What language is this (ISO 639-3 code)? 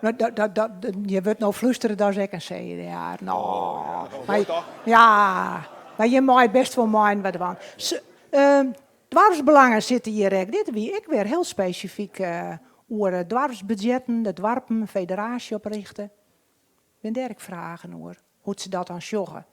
fry